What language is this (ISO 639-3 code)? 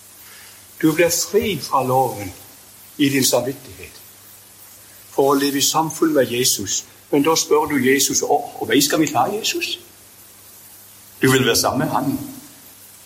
nor